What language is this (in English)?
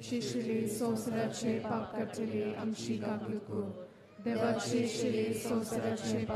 Konkani